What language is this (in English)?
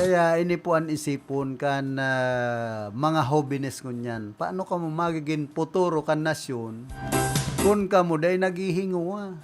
Bikol